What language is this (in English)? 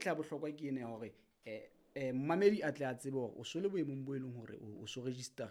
Southern Sotho